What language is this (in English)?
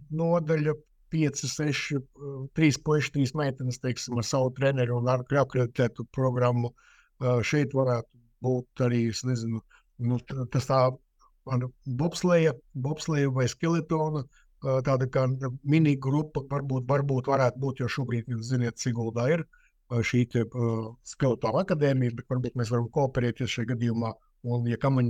Latvian